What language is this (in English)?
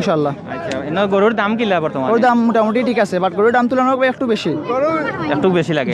Sylheti